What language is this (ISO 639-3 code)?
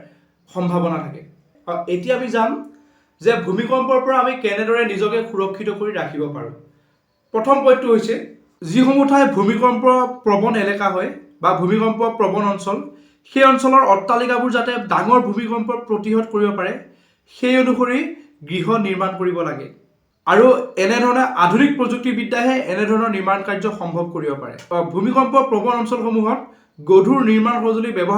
asm